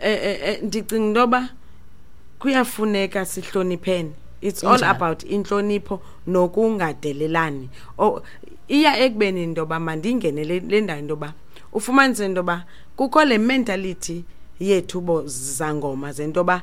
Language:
Xhosa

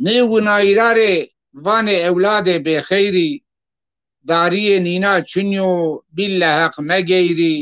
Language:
Zaza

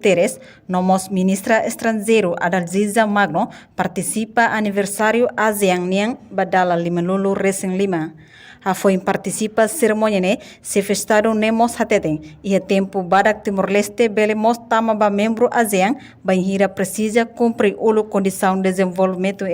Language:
Tetum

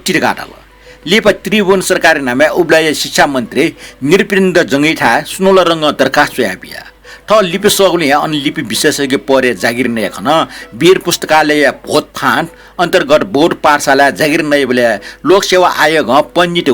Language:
Newari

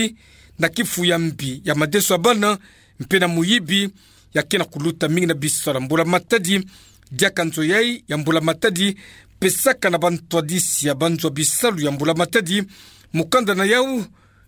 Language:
Kituba (Democratic Republic of Congo)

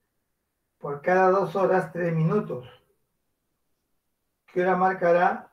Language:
Spanish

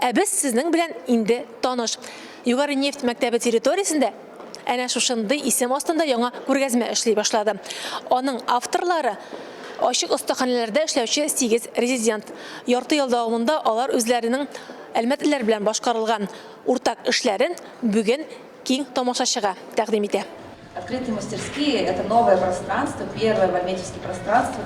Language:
Tatar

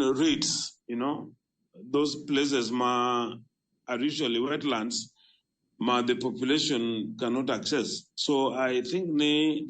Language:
Luo (Kenya and Tanzania)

